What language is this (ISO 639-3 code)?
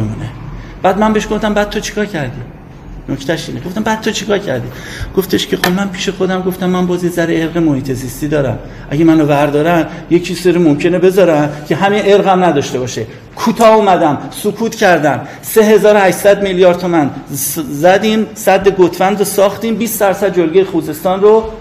fas